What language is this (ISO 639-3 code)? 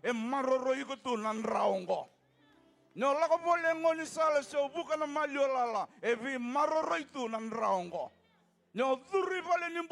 fij